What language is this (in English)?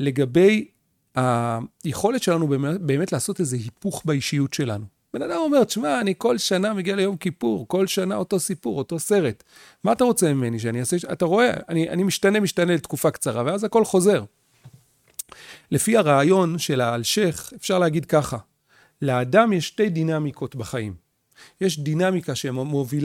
Hebrew